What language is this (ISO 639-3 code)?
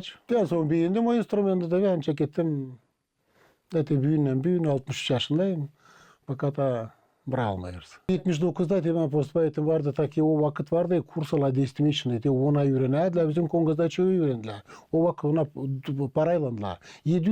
gag